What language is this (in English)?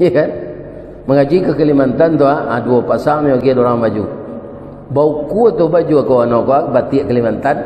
Minangkabau